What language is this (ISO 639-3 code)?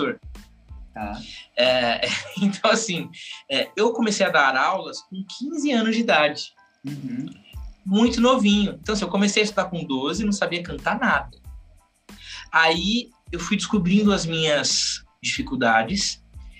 por